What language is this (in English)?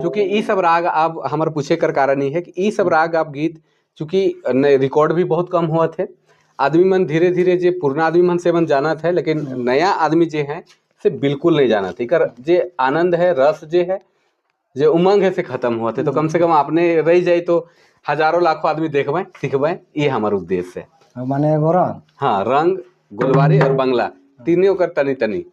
Sadri